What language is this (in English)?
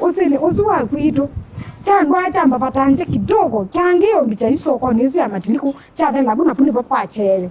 Kamba